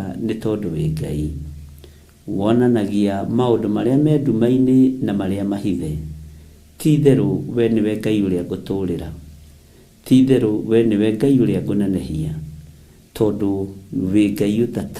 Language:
Kikuyu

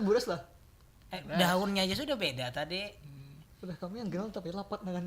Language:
Banjar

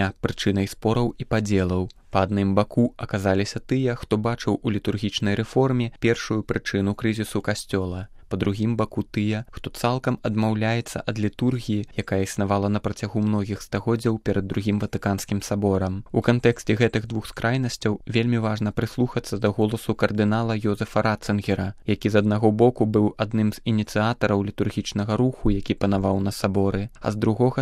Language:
Belarusian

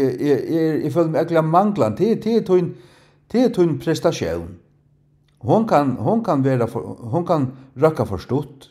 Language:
Faroese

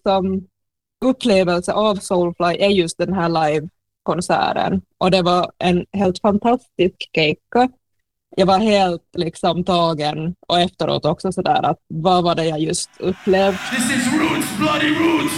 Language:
Swedish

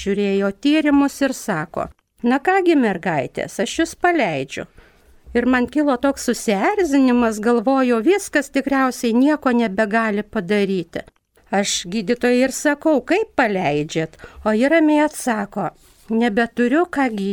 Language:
Lithuanian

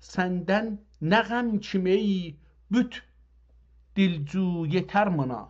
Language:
South Azerbaijani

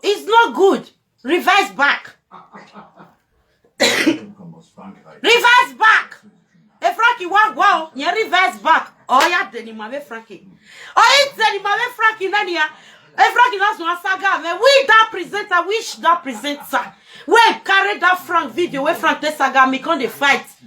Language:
Nigerian Pidgin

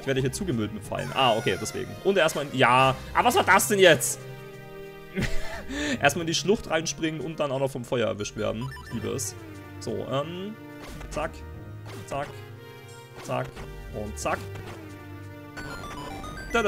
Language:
German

